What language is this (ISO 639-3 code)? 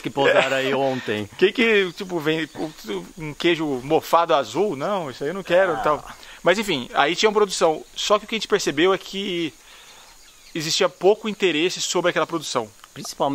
por